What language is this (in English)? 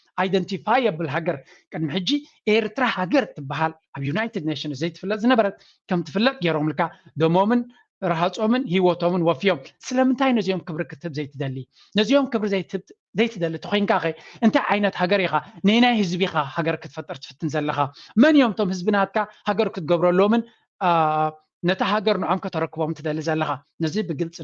Tigrinya